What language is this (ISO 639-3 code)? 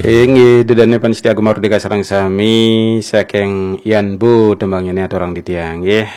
ban